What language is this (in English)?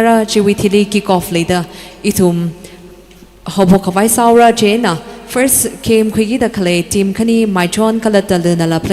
Tangkhul Naga (India)